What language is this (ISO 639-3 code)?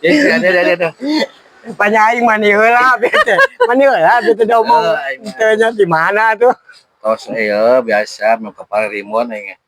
sun